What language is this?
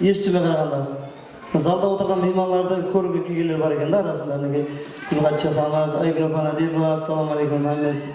Kara-Kalpak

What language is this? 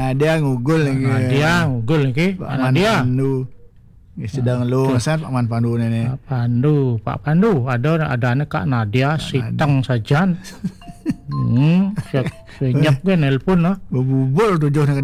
Balinese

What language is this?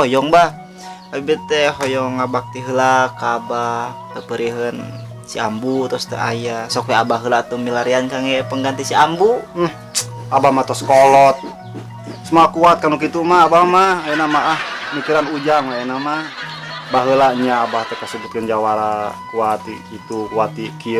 Sundanese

